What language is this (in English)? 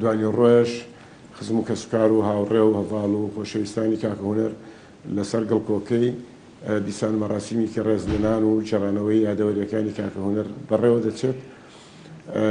Central Kurdish